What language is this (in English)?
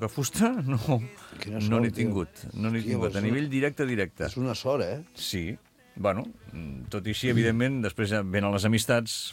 Catalan